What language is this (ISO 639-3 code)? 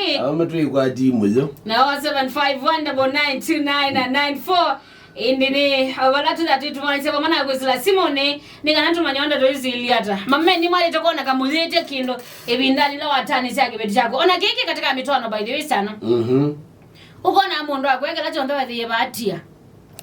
kam